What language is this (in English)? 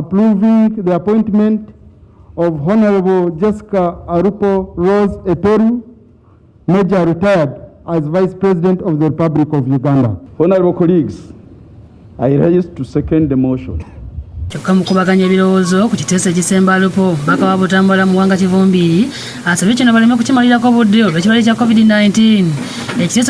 Ganda